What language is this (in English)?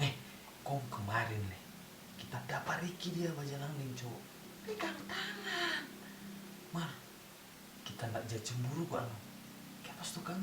Manado Malay